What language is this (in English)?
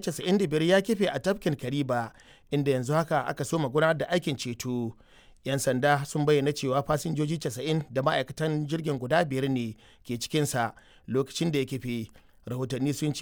Hausa